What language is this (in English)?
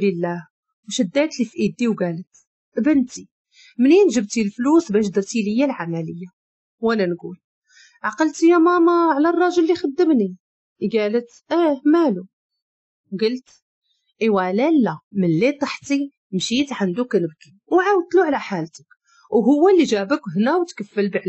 Moroccan Arabic